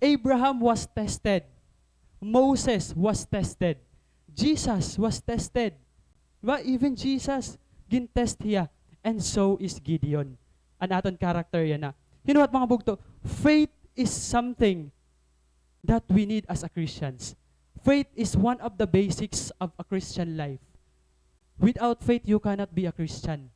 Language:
Waray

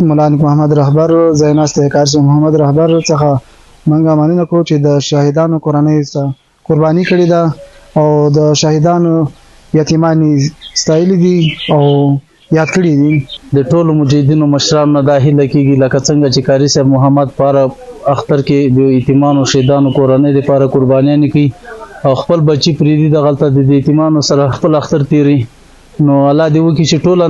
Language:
Pashto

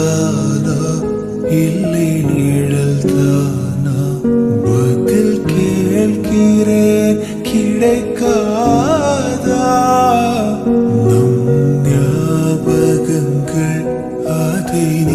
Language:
Tamil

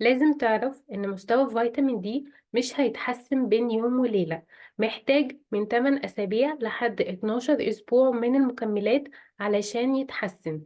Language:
Egyptian Arabic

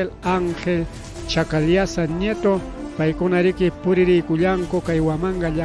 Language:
Ayacucho Quechua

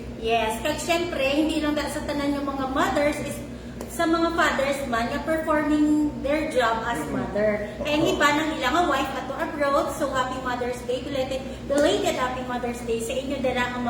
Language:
Hiligaynon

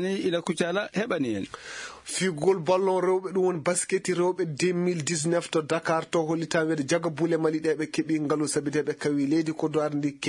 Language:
Fula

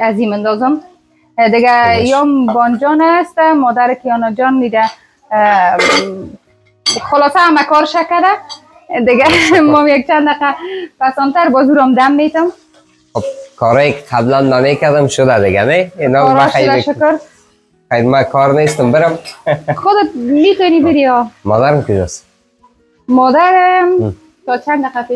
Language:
Persian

